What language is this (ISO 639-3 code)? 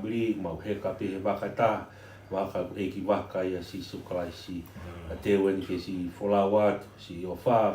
ton